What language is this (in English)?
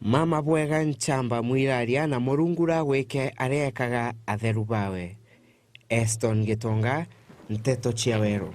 Meru